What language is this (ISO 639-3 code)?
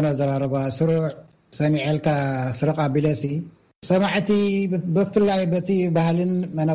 tir